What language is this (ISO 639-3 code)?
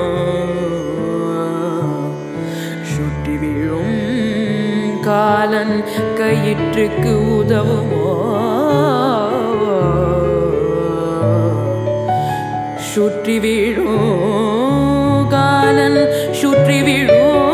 tam